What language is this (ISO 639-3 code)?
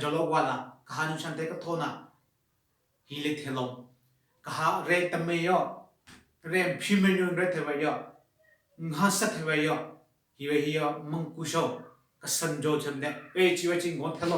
nre